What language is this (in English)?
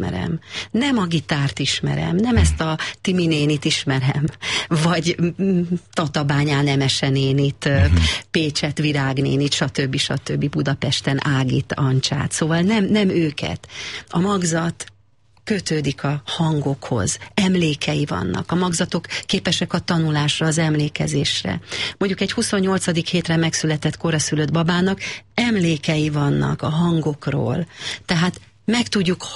Hungarian